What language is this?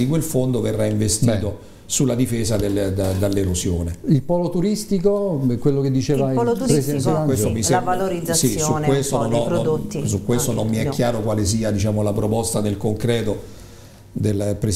Italian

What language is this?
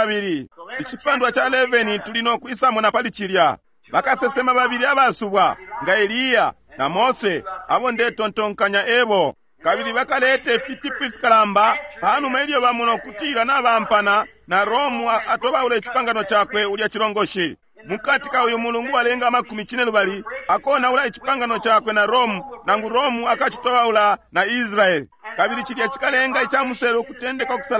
Bemba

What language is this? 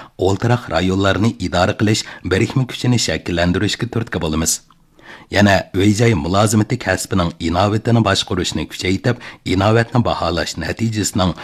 Uyghur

